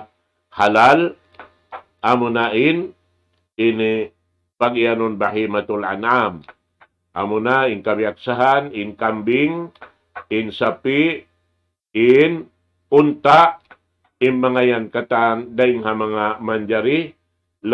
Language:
Tausug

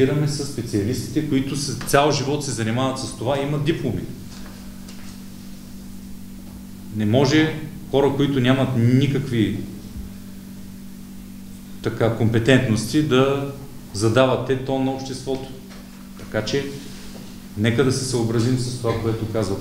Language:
Bulgarian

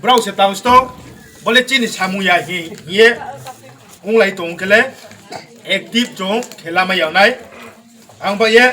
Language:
Riang (India)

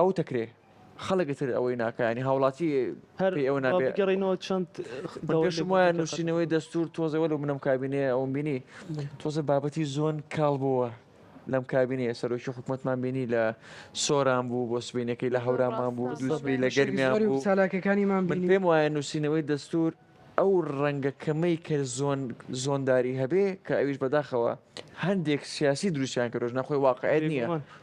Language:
Central Kurdish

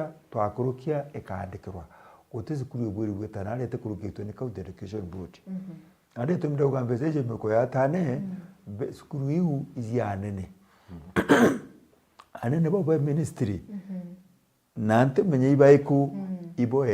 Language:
Meru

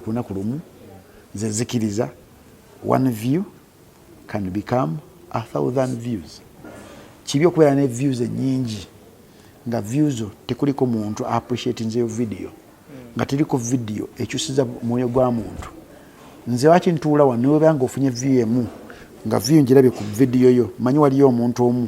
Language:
Ganda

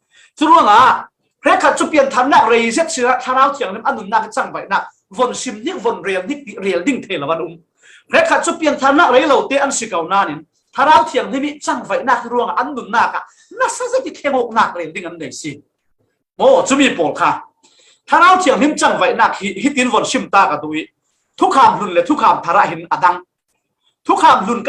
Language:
Falam Chin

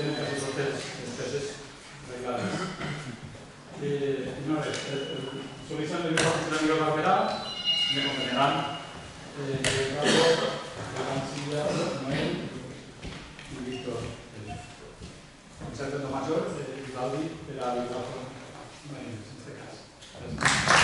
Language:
Catalan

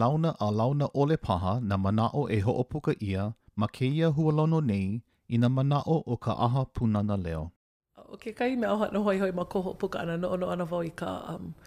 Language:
Hawaiian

